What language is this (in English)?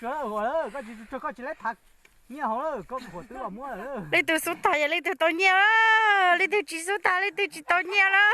Hmong